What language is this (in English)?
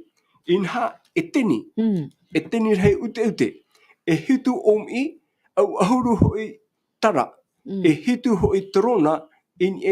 Tahitian